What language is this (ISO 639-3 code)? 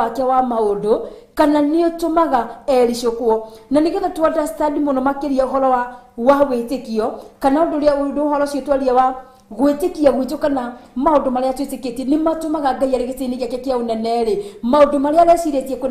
kik